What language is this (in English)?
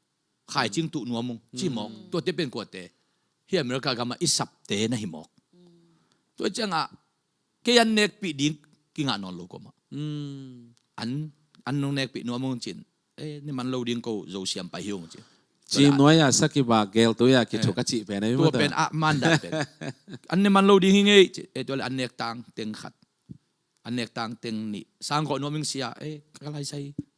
Tedim Chin